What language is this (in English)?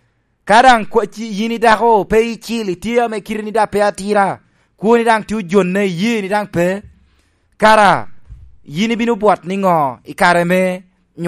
Lango (Uganda)